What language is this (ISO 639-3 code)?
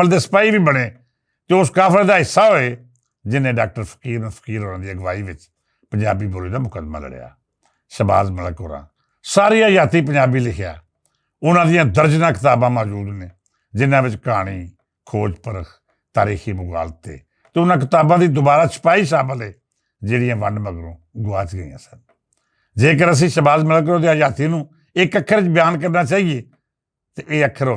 lah